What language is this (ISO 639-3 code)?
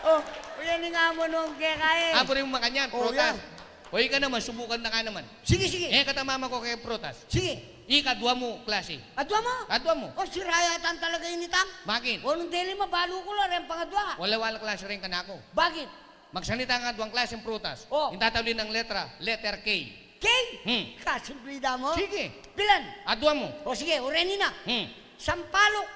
pam